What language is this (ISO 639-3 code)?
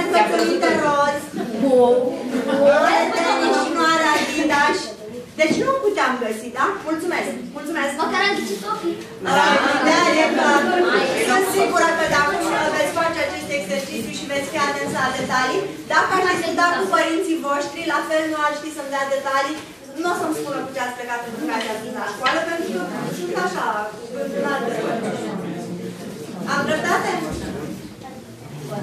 ron